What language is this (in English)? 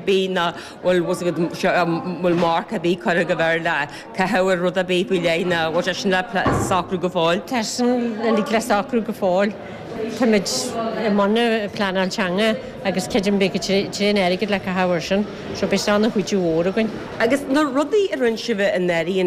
Irish